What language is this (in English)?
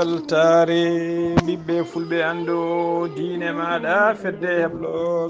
Fula